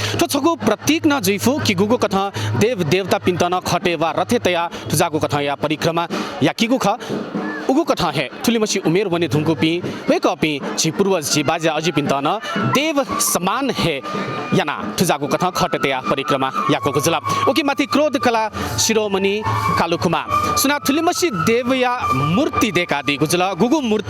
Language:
Newari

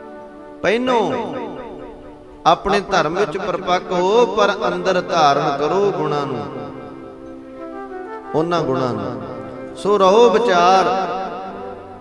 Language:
Punjabi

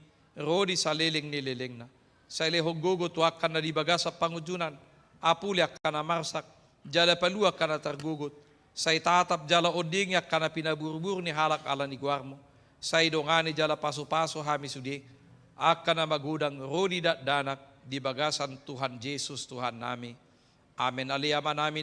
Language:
Batak Toba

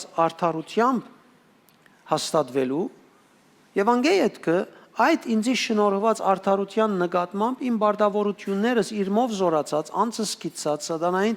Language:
Western Armenian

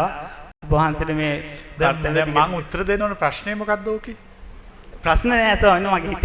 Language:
Sinhala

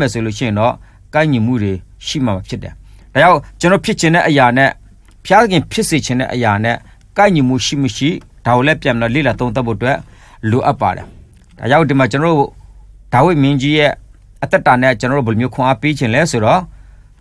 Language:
Burmese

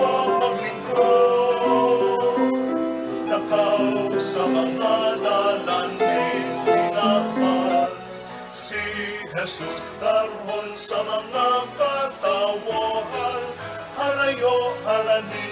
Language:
Bikol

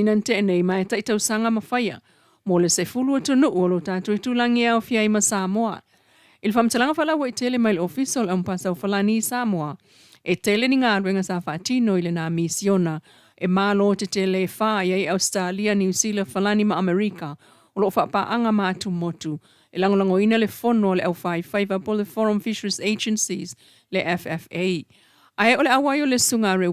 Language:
Samoan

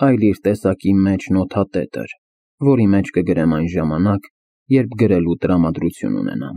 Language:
Armenian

